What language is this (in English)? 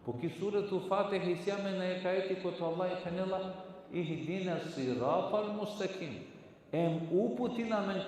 Balkan Romani